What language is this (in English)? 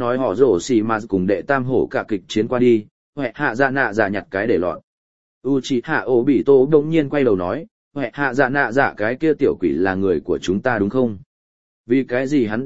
Vietnamese